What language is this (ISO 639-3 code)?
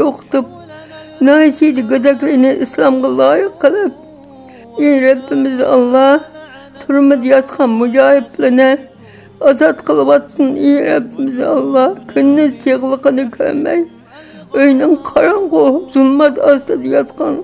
uig